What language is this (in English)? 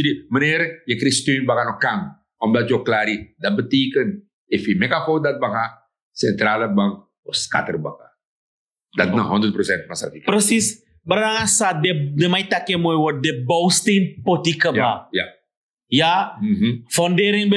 Sranan Tongo